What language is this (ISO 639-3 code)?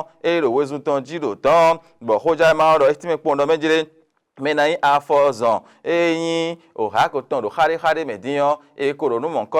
fon